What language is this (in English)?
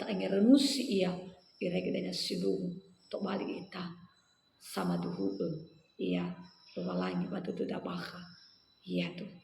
Nias